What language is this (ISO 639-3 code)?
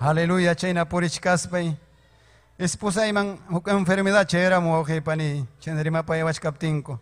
quy